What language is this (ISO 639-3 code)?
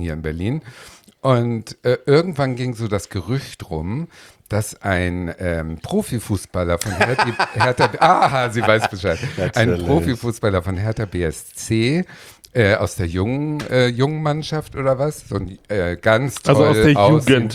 deu